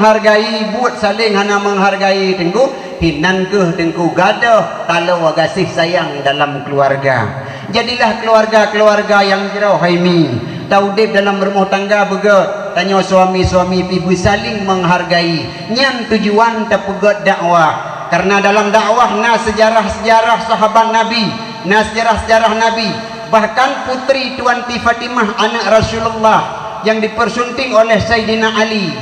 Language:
Achinese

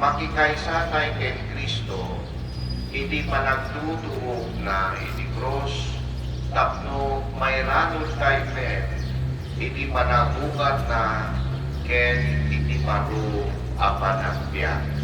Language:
Iloko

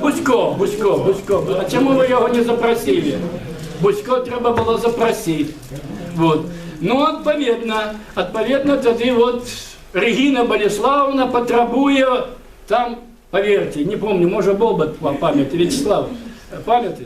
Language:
Belarusian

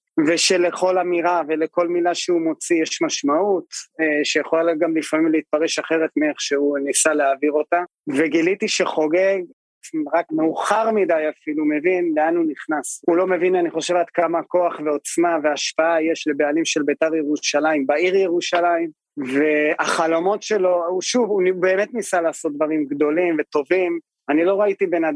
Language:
Hebrew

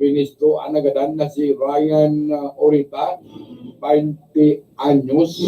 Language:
Bikol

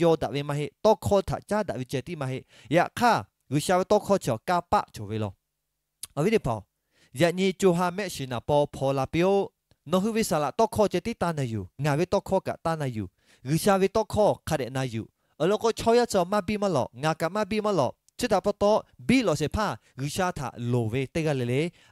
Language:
Lahu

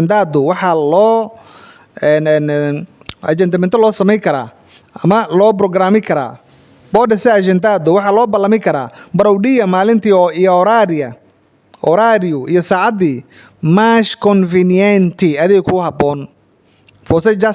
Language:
Somali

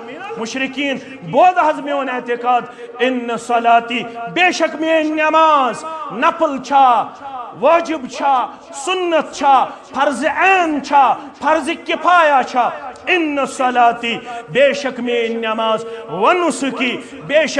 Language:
Kashmiri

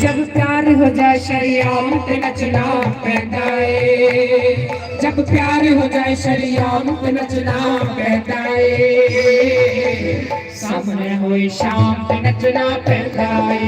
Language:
Dogri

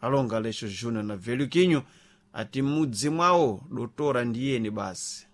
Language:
Sena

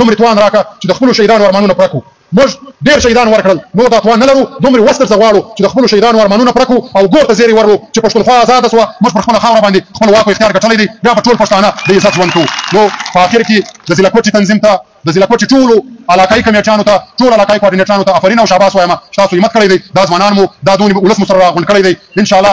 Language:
Pashto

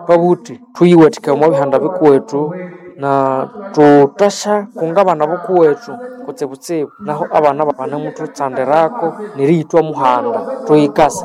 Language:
Nande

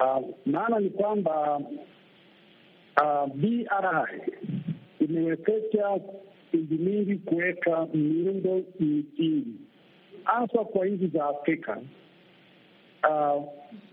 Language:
Swahili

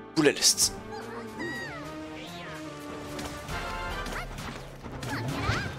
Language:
French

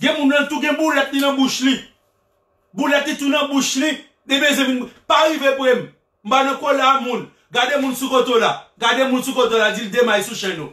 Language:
Haitian Creole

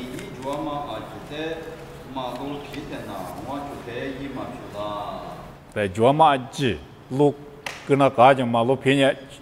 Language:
Lisu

